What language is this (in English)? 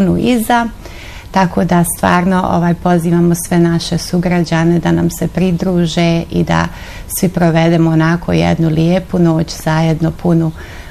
Bosnian